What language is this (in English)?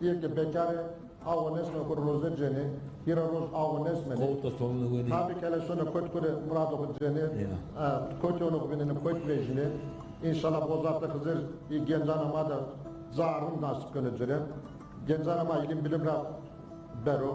Zaza